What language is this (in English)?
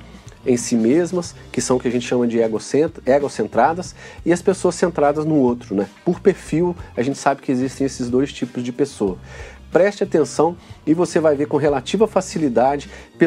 Portuguese